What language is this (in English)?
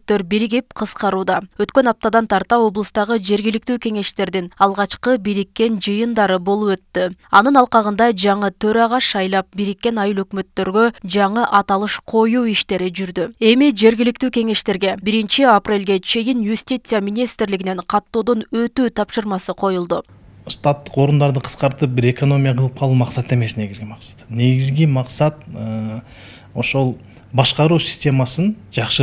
Kyrgyz